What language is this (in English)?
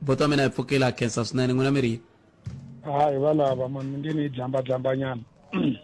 Tsonga